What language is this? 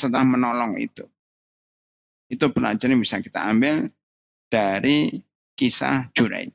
Indonesian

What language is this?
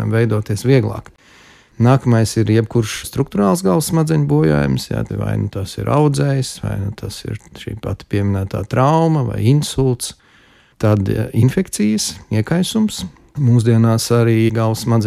Latvian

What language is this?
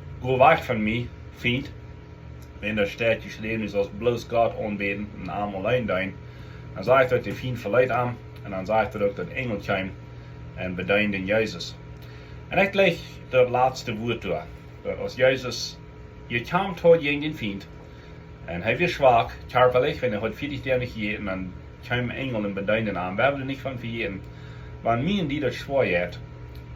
Plautdietsch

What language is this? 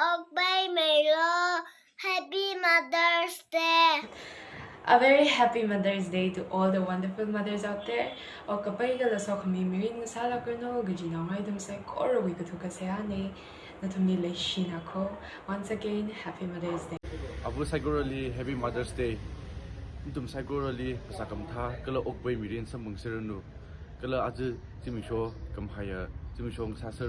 Tangkhul Naga (India)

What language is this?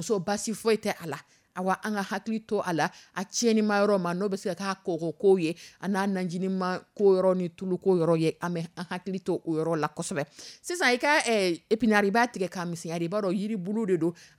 Dyula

